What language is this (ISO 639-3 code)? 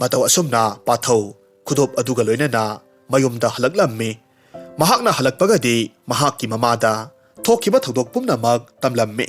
mni